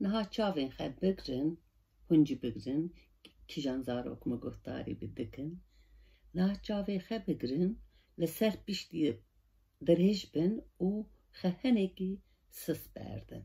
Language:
Kurdish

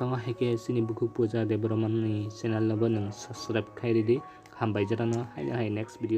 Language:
Kok Borok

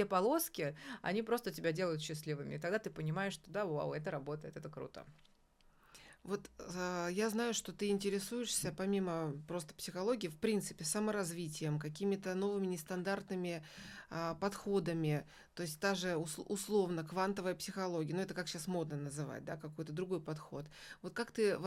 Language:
Russian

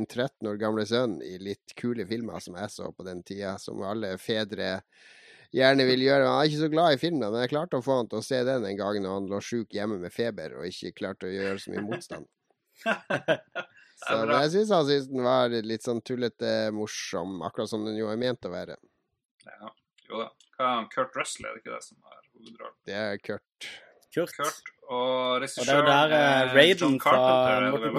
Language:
Norwegian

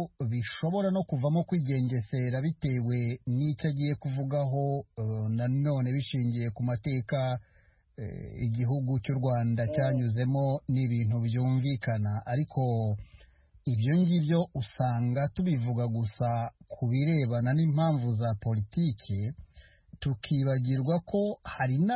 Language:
Kinyarwanda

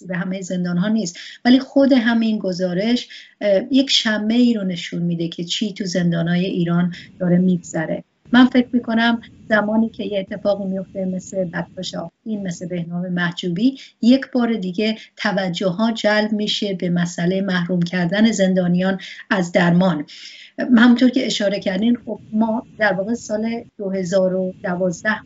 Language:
Persian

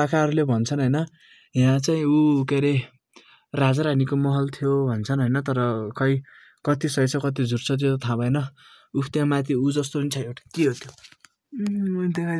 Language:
Nepali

